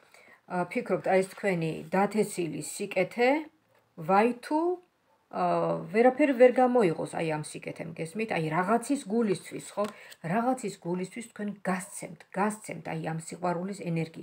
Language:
Georgian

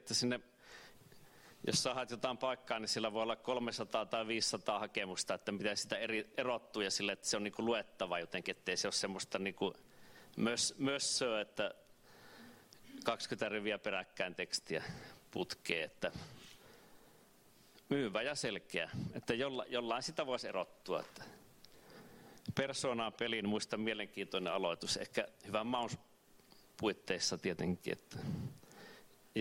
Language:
Finnish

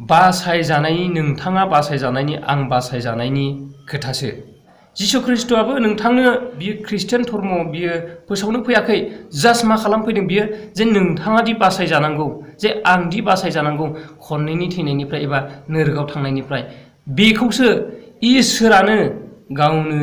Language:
Bodo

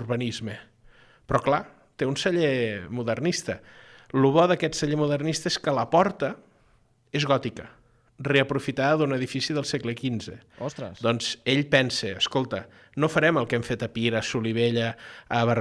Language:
Catalan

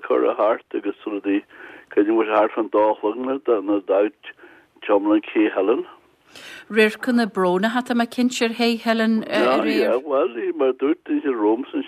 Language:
Irish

